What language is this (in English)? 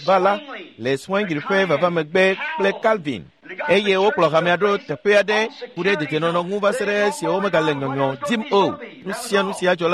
Ewe